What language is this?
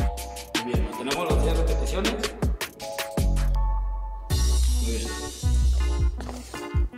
Spanish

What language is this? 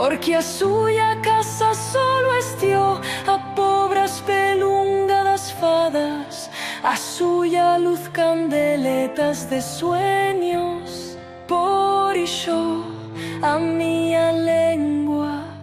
Aragonese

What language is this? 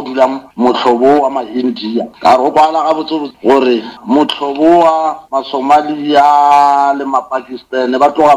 Northern Sotho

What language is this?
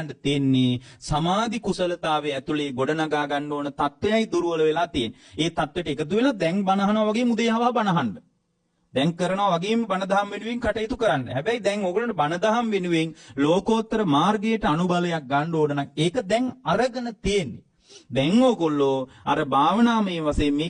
Sinhala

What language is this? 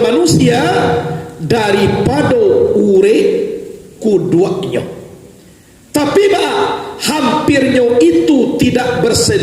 Minangkabau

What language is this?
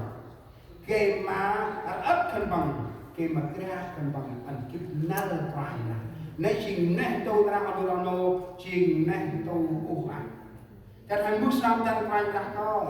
Central Mnong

